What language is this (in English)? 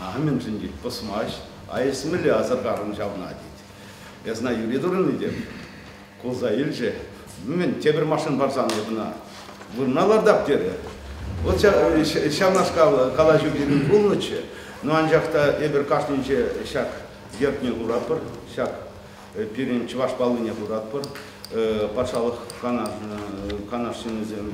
Chuvash